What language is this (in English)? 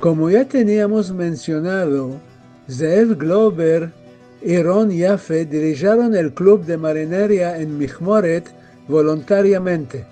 Ladino